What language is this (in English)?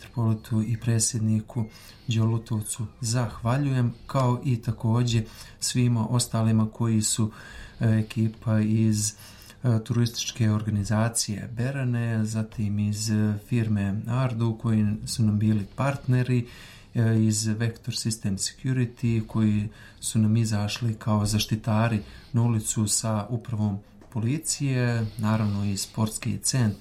Serbian